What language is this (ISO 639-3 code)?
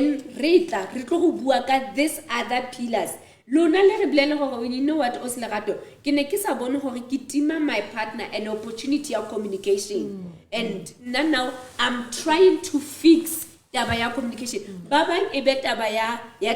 sot